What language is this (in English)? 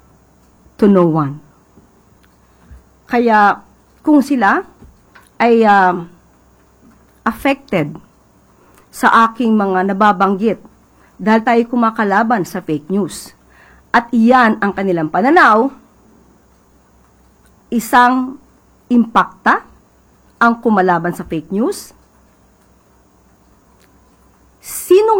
Filipino